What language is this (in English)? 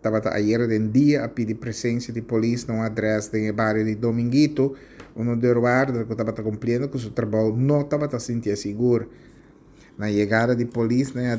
Papiamento